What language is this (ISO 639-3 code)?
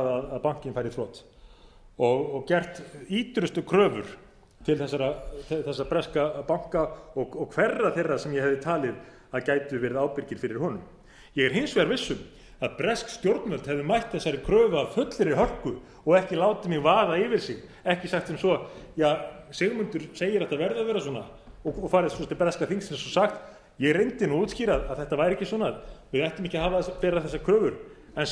isl